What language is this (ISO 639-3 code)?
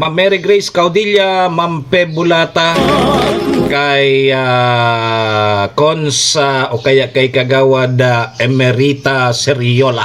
bik